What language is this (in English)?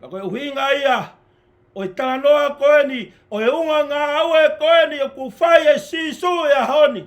Tongan